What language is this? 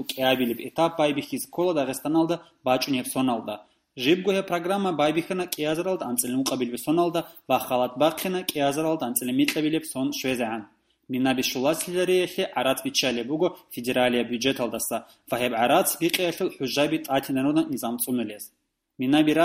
Avaric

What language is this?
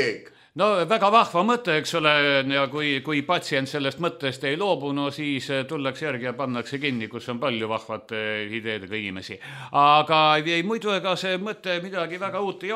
Estonian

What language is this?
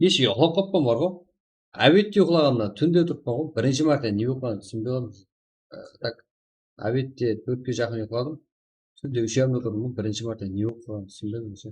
Kara-Kalpak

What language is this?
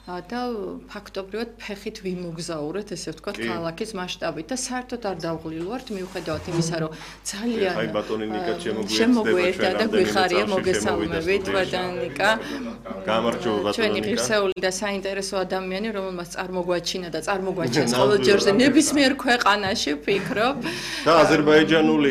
Georgian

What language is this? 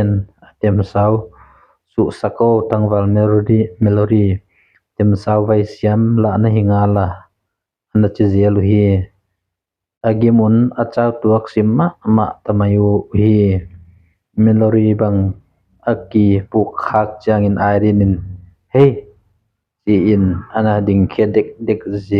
Tedim Chin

